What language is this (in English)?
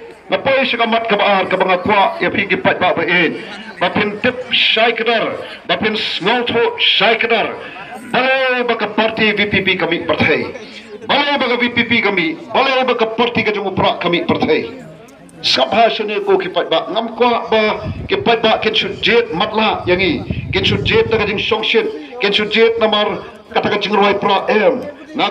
Khasi